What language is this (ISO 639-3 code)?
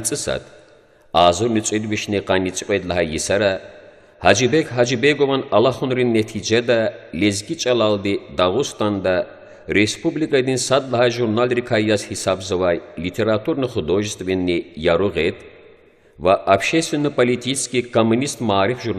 lez